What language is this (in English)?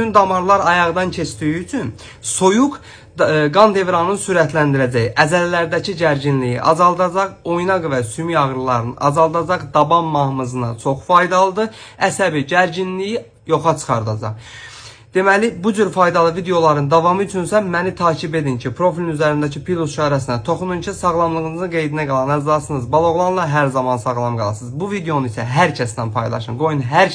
Azerbaijani